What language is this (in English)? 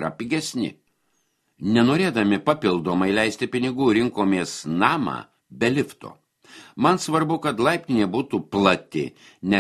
Lithuanian